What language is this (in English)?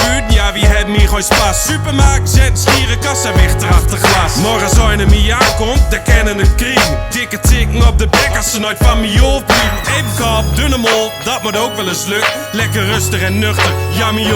Gronings